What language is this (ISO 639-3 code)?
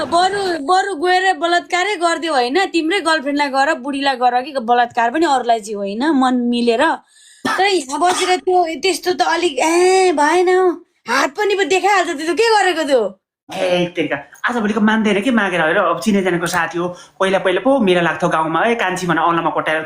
nep